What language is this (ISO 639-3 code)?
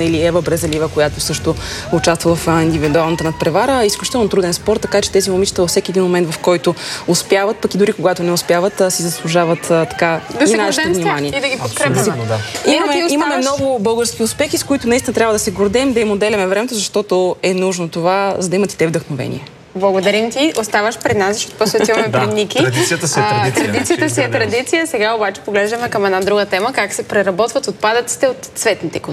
bul